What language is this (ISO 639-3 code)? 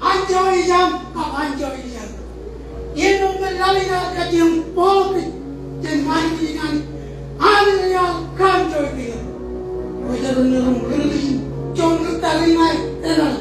mah